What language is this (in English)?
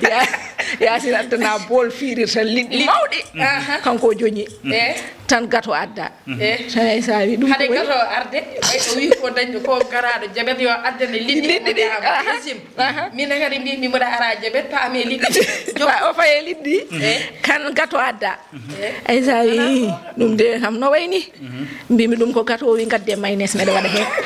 Fula